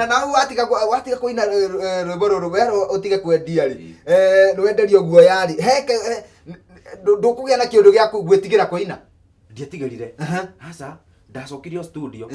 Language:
Kikuyu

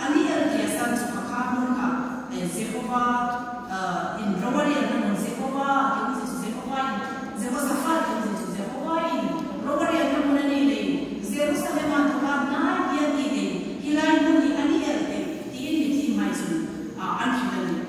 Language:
Hmar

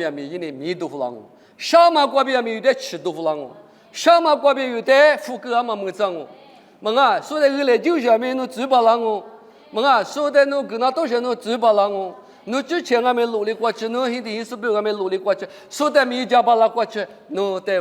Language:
Lisu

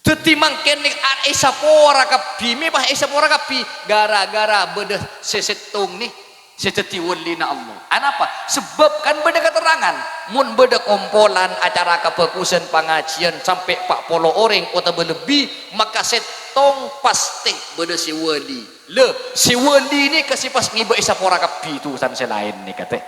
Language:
Madurese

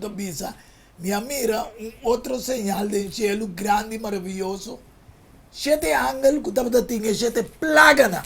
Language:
Papiamento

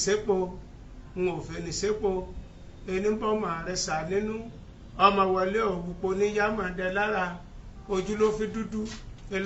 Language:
Yoruba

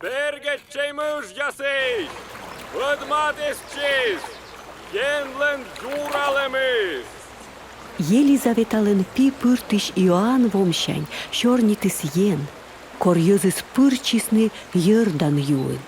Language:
Komi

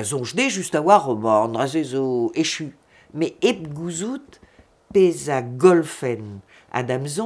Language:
Breton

